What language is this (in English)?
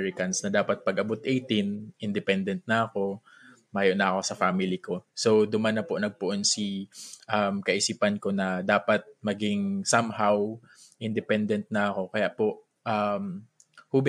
Bikol